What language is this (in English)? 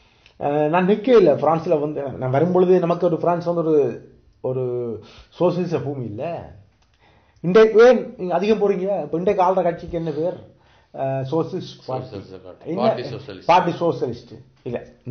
Tamil